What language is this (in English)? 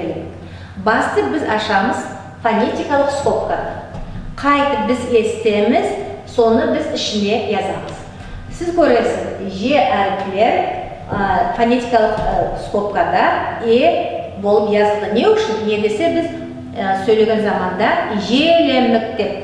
Nogai